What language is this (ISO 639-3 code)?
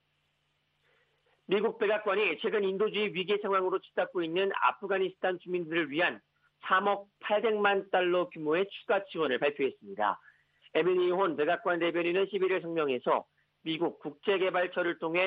kor